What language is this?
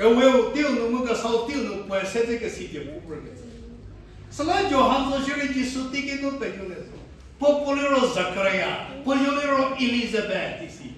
Angami Naga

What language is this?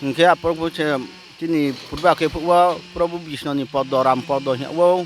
Riang (India)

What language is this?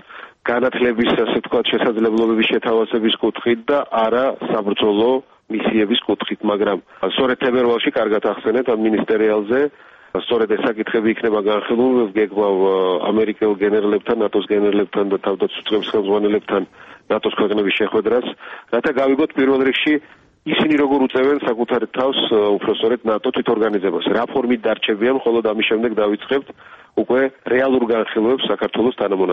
Georgian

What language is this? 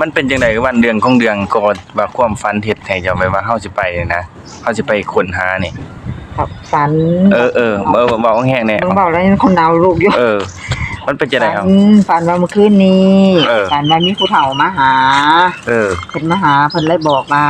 Northeastern Thai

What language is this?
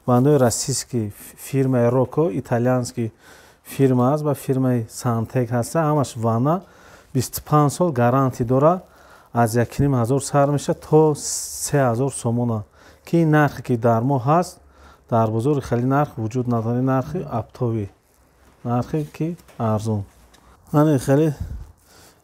Tajik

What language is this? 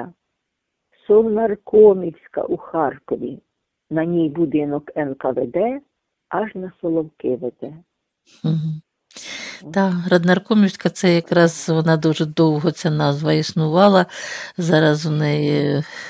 Ukrainian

